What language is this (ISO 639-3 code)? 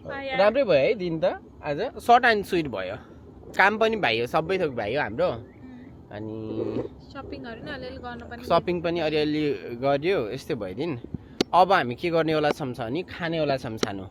nep